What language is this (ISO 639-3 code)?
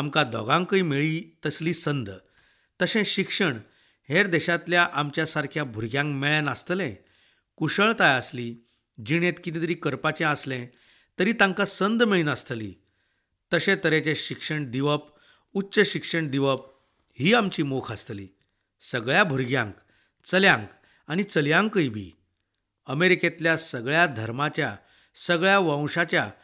kok